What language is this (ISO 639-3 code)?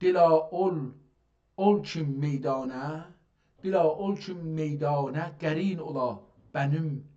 azb